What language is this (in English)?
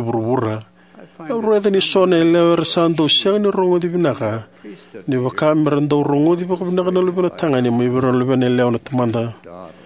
Fijian